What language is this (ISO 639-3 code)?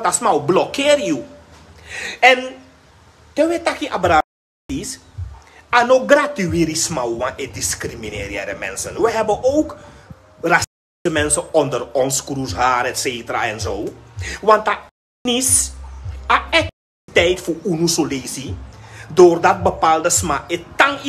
srn